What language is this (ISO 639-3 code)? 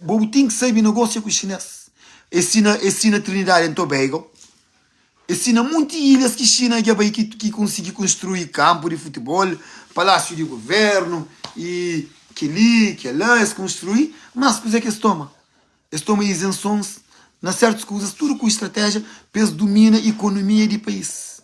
kea